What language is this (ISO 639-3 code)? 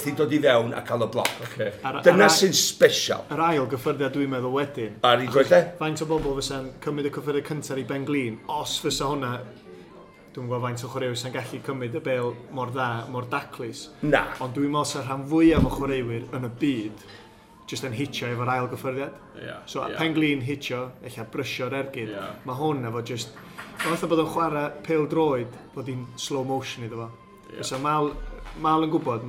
cym